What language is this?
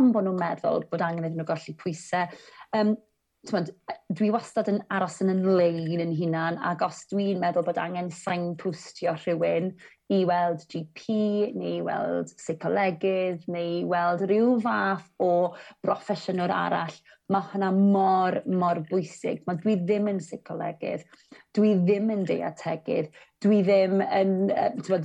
Welsh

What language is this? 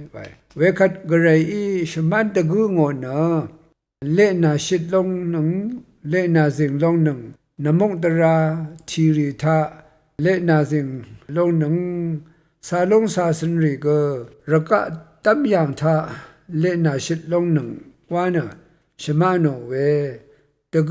Rawang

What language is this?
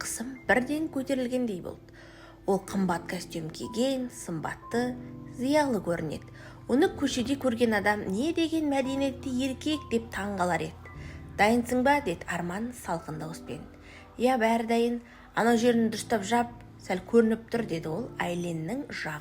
Kazakh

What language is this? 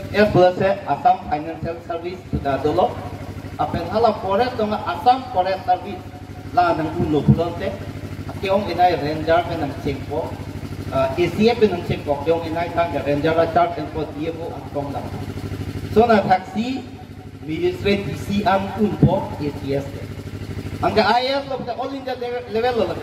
Karbi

